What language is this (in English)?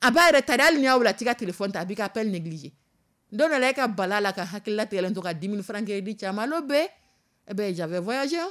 Dyula